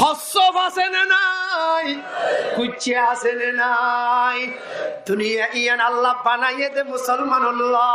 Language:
Rohingya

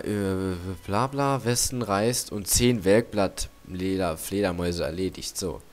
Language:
German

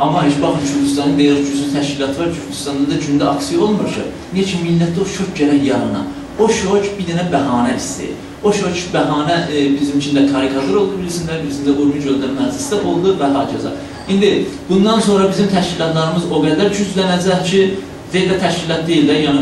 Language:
South Azerbaijani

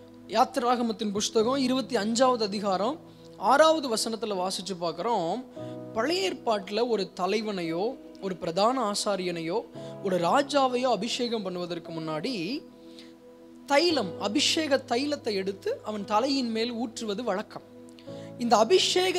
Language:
Tamil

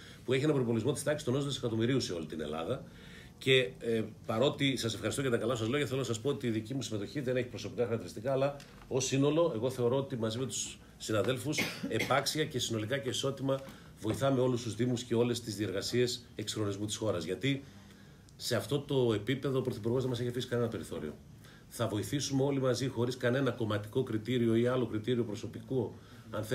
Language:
Greek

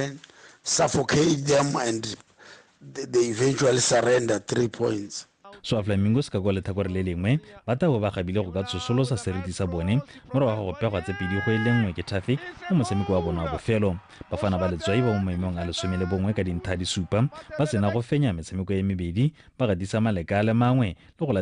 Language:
Tswana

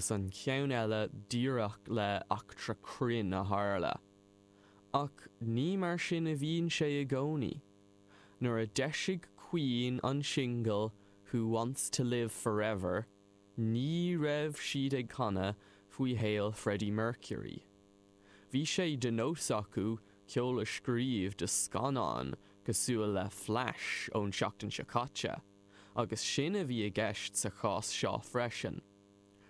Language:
Irish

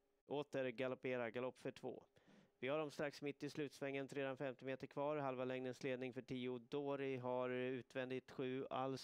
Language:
Swedish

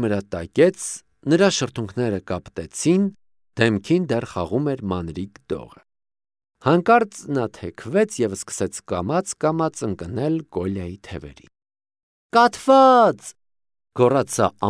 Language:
Armenian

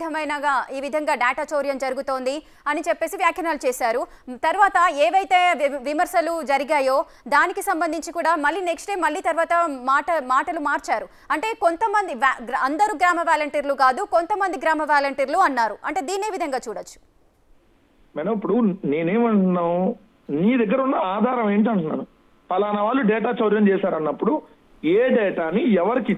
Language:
Telugu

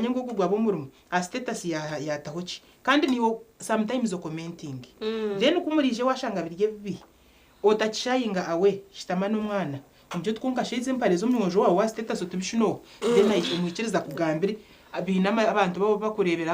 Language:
Nyankole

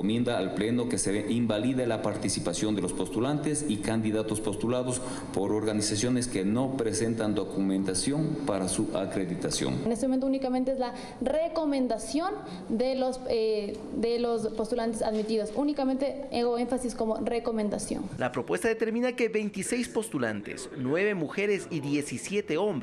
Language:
Spanish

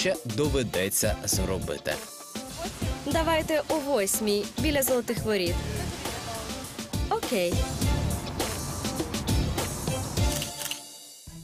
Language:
Ukrainian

